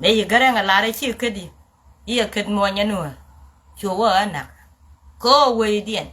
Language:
Nuer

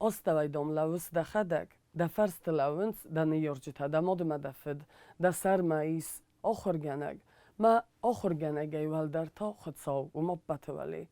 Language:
Ossetic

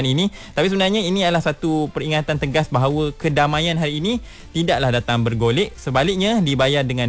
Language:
Malay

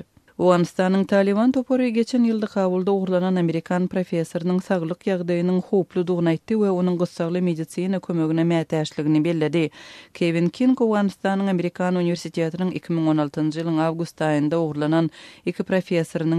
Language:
Turkmen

